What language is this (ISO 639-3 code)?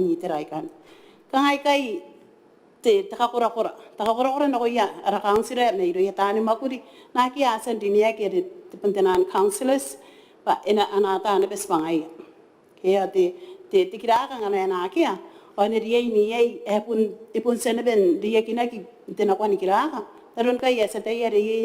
gil